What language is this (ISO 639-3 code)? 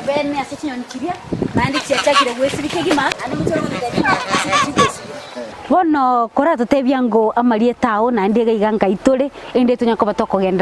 guz